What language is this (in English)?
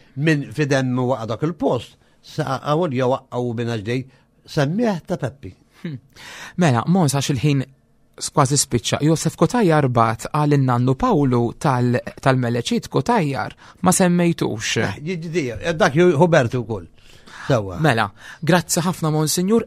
Maltese